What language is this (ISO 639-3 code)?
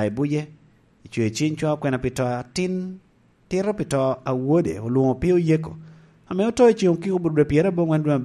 laj